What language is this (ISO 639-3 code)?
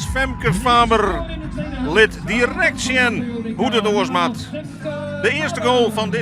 fry